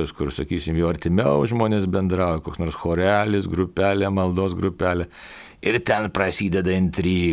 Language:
Lithuanian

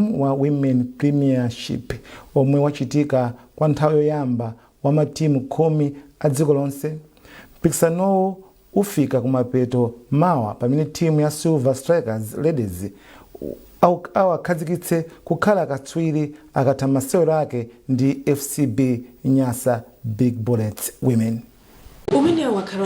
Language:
Nyanja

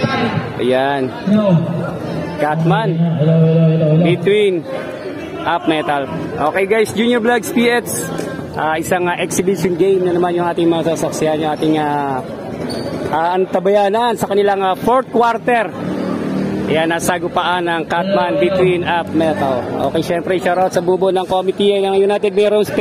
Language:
Filipino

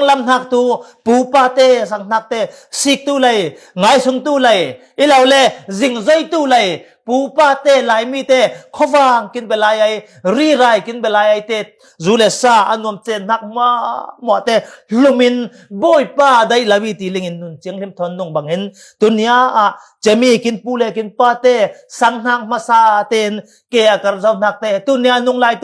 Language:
Falam Chin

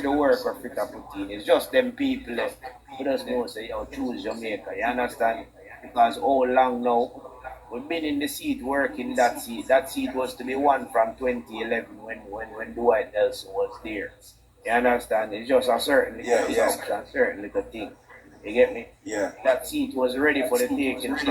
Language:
Jamaican Creole English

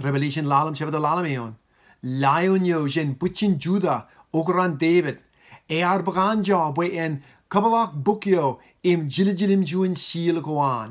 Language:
Marshallese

